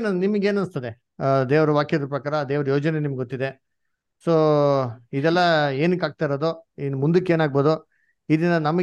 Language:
Kannada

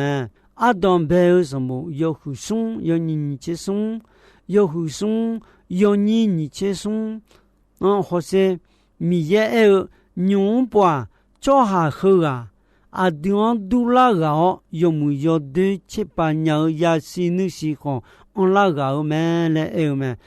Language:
Akha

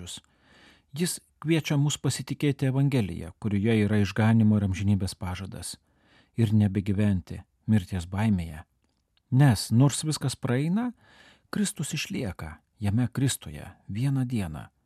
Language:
Lithuanian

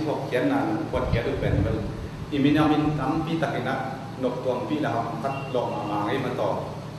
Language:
Tedim Chin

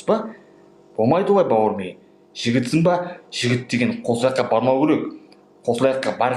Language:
Kazakh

